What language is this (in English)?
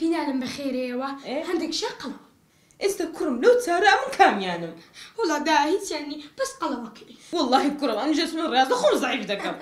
Central Kurdish